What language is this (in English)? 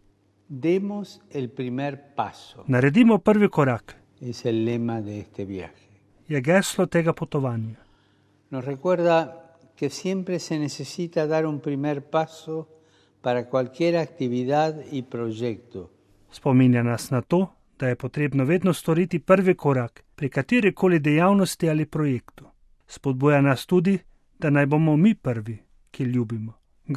Slovenian